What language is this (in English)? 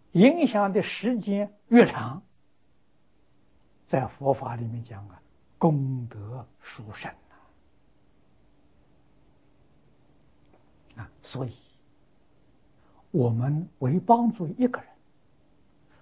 Chinese